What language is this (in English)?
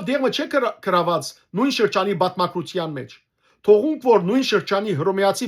Western Armenian